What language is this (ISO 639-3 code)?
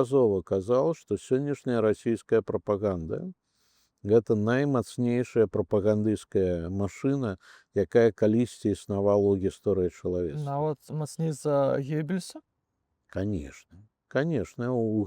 bel